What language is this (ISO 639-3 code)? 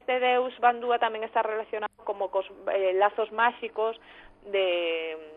glg